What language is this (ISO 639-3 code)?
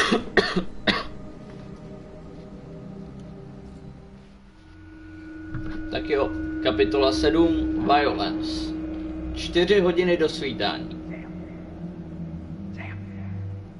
ces